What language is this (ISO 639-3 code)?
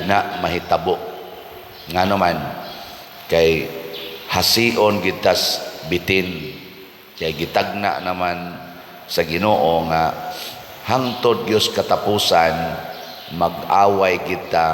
ceb